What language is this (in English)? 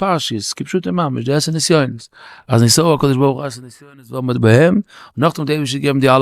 Yiddish